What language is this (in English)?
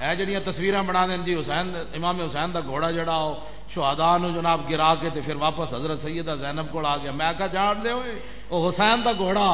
Western Panjabi